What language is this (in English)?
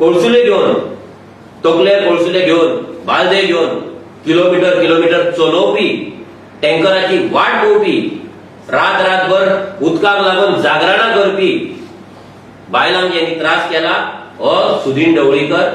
Konkani